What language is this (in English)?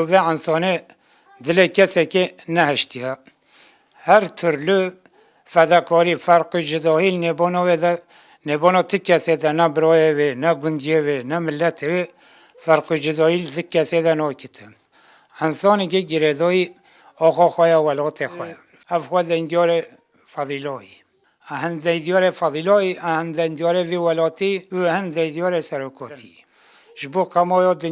Kurdish